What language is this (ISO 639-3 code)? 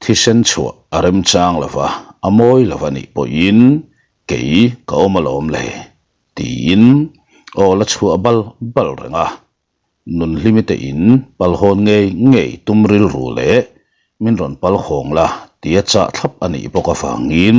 lus